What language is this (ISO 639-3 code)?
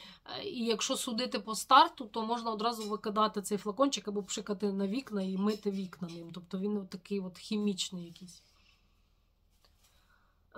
ukr